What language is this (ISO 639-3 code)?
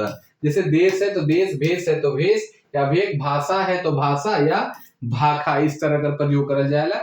sck